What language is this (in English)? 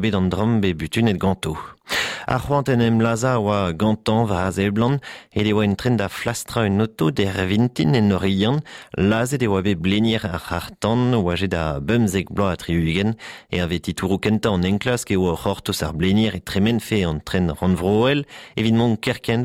Breton